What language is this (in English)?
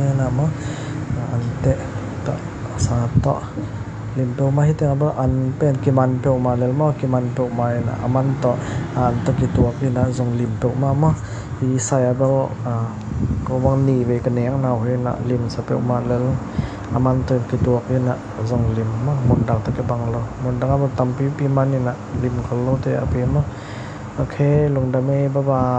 Tedim Chin